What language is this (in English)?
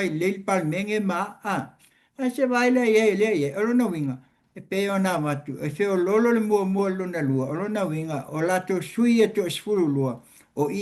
Samoan